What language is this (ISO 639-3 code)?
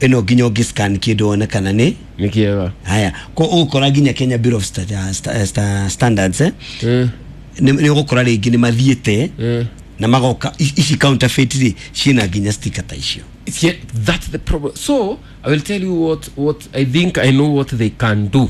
kik